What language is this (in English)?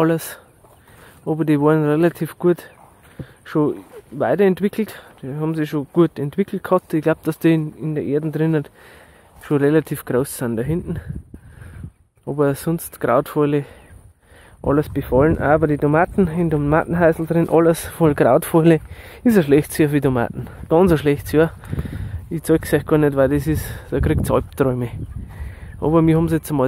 German